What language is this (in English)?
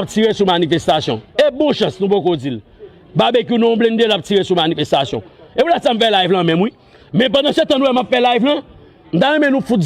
Haitian Creole